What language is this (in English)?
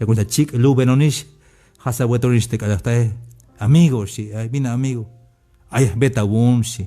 Tzeltal